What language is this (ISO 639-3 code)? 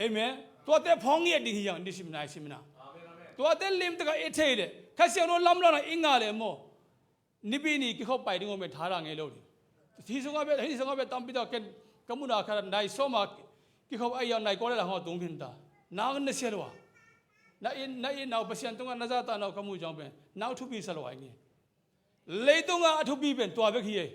ctd